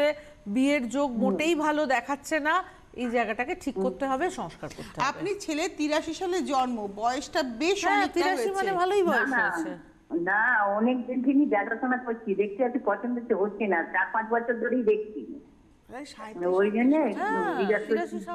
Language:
Bangla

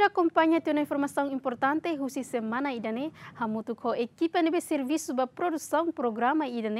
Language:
Tetum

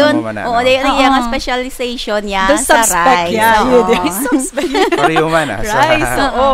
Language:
Hiligaynon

